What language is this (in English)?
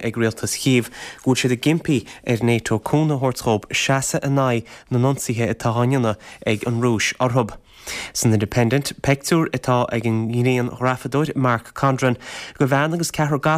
Irish